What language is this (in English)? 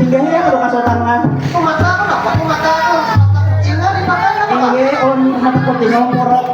Banjar